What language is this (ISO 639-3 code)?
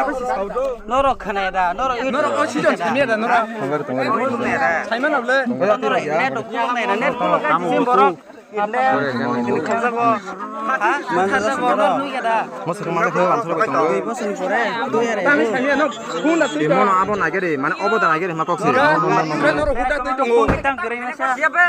trp